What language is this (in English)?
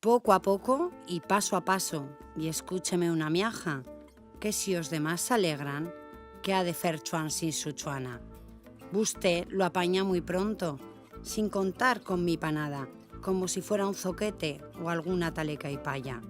Aragonese